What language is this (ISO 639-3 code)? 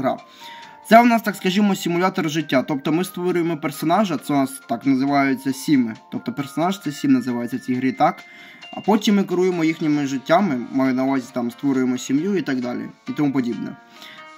ukr